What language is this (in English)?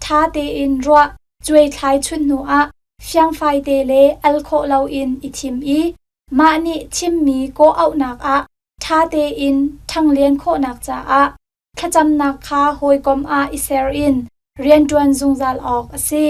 Hakha Chin